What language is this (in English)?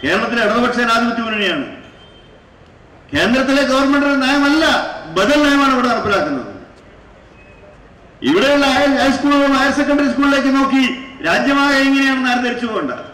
Malayalam